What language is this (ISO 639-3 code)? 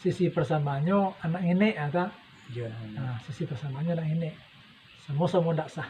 min